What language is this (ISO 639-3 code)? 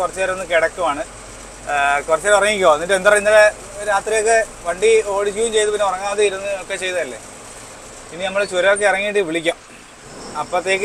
mal